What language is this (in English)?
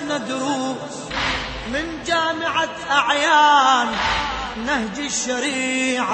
Arabic